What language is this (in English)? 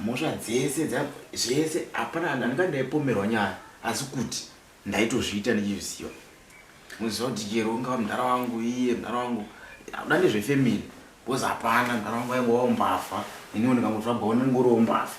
Shona